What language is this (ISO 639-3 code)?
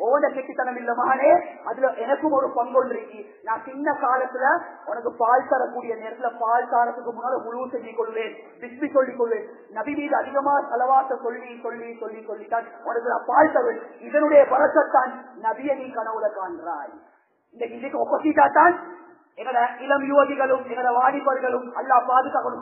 tam